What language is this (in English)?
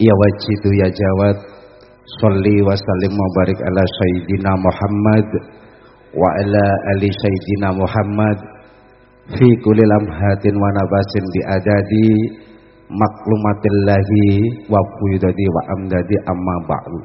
Javanese